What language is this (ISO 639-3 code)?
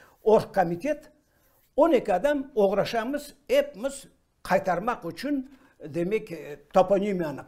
crh